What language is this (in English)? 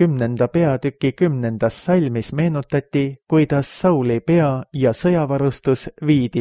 Estonian